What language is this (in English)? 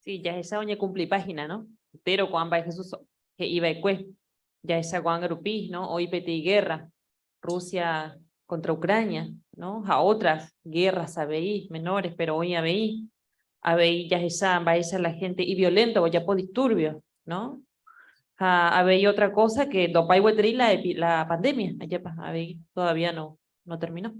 Guarani